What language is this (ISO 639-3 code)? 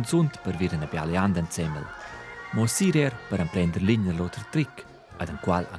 roh